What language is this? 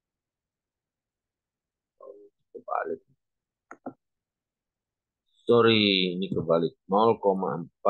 Indonesian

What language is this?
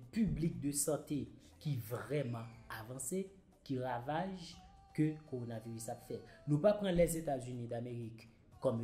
Haitian Creole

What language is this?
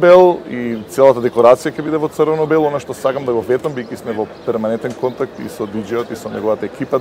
Macedonian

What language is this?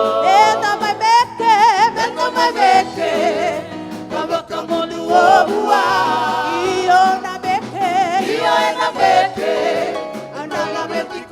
Fijian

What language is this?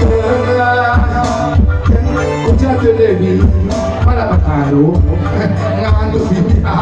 Batak Karo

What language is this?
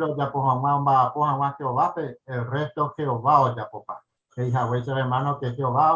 Guarani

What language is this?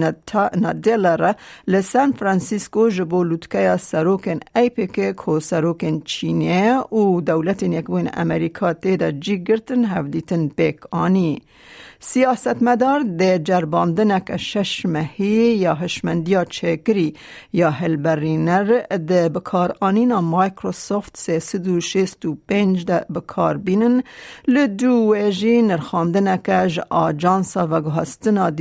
Kurdish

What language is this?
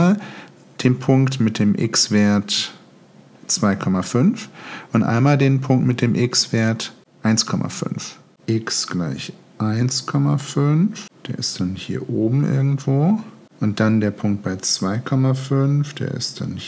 German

